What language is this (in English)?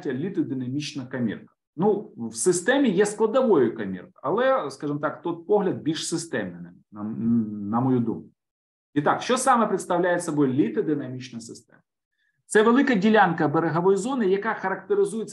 Ukrainian